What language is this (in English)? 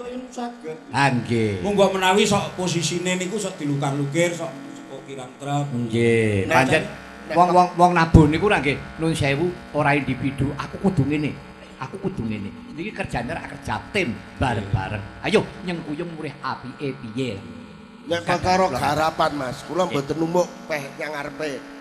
Javanese